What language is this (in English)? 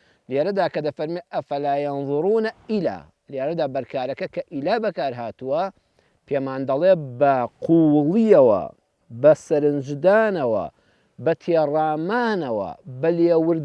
Central Kurdish